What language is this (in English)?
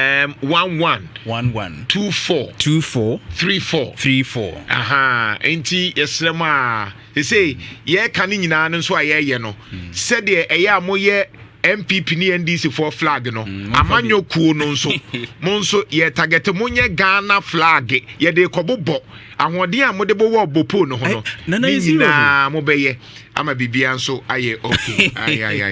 Akan